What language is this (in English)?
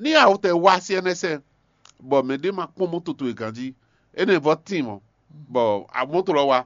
Fon